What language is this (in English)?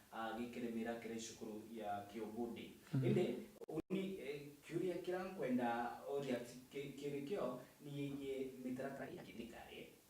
Meru